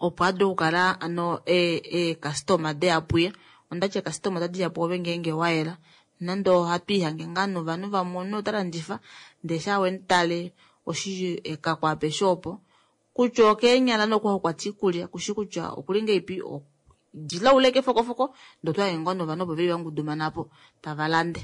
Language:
Kuanyama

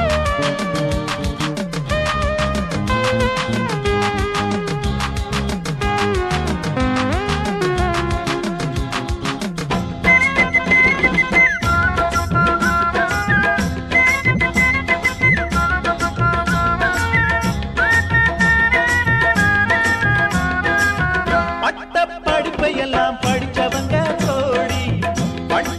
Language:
Tamil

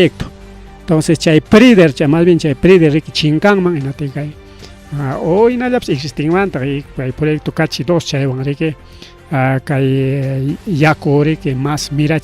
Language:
Ayacucho Quechua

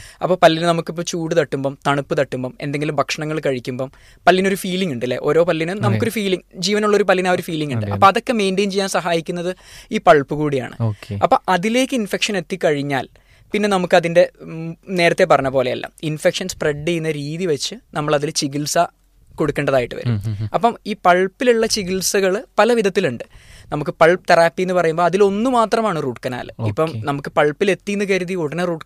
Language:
Malayalam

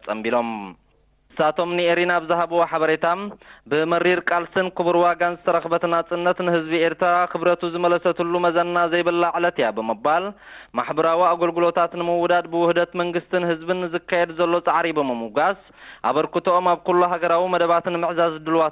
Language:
Tigrinya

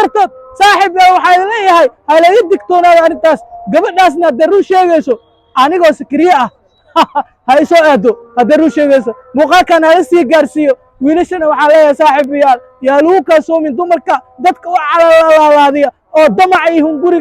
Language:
Somali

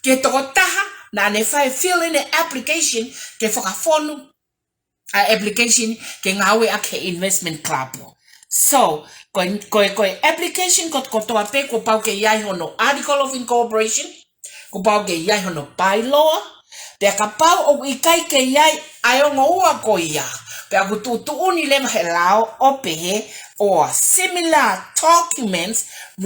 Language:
Tongan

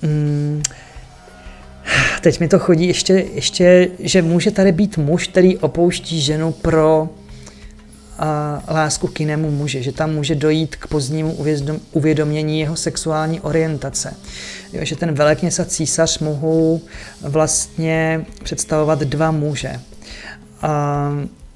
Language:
Czech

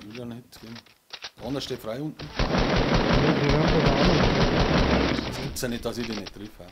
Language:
Bavarian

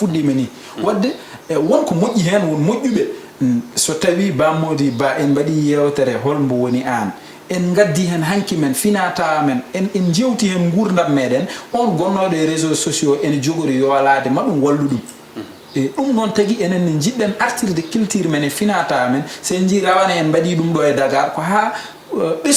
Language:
Fula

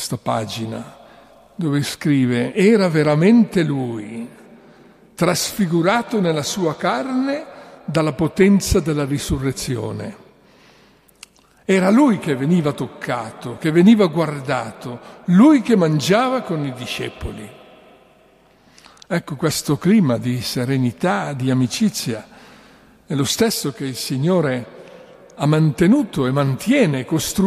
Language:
Italian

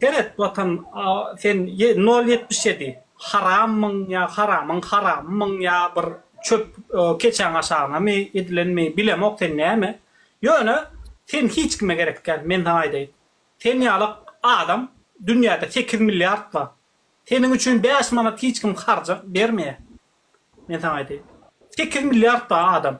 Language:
Turkmen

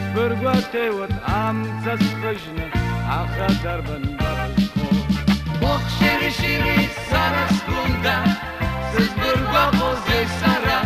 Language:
Abkhazian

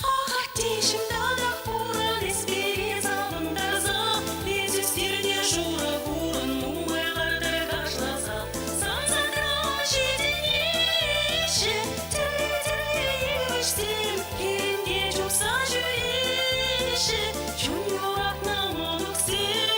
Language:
Chuvash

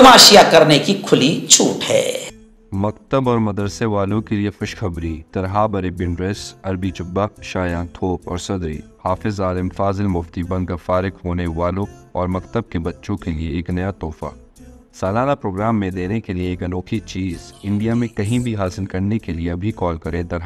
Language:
Urdu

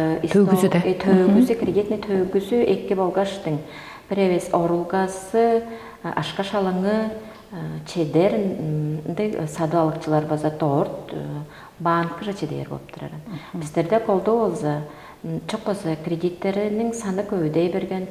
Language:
Tuvinian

